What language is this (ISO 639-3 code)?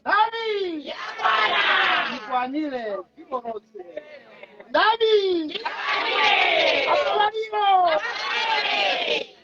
nya